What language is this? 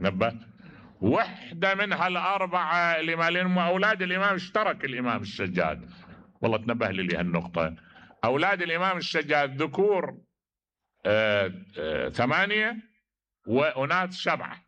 Mesopotamian Arabic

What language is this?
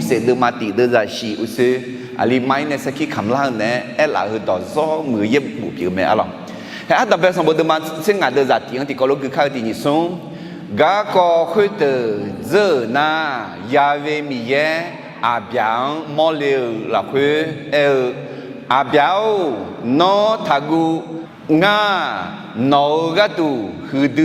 Akha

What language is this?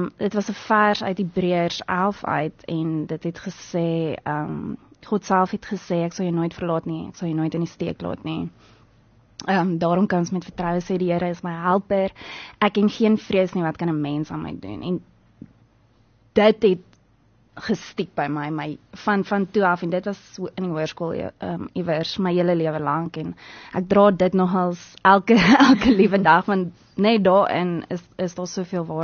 Afrikaans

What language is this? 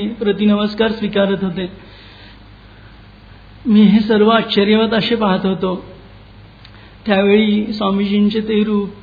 Marathi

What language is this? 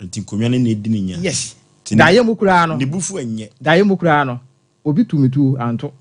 Akan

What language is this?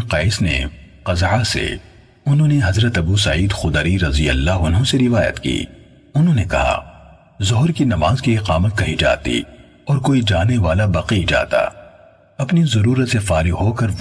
Urdu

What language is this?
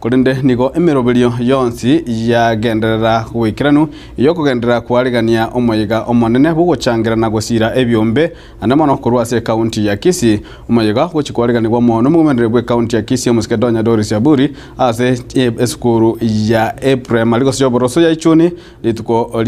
Gusii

